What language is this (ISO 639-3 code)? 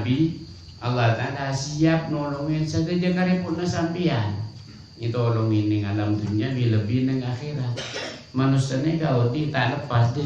mad